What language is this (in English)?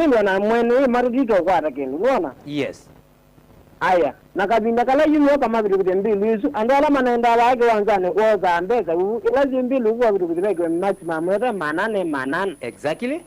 Kamba